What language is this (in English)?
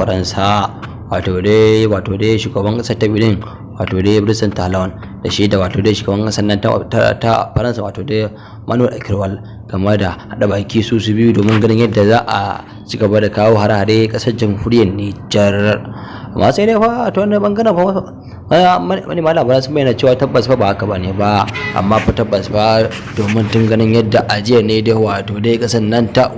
Hausa